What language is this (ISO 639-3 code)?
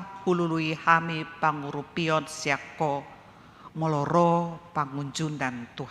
bbc